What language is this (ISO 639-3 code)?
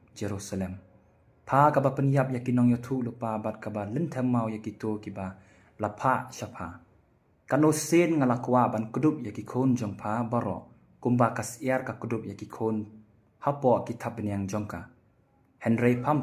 kha